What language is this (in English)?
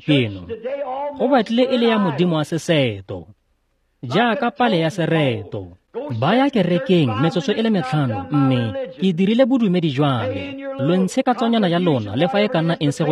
Tswana